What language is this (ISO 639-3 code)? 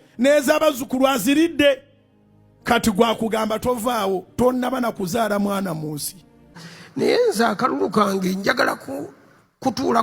lug